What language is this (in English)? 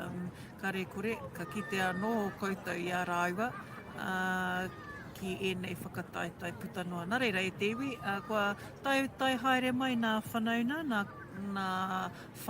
Māori